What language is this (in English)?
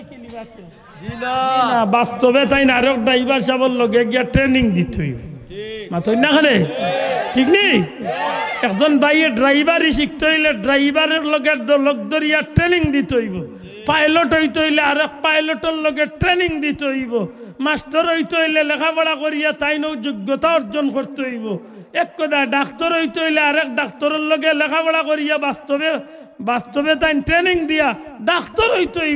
Sylheti